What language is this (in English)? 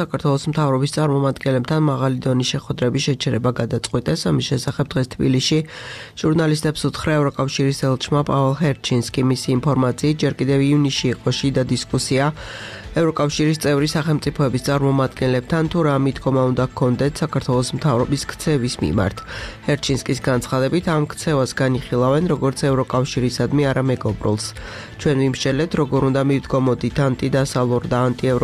Georgian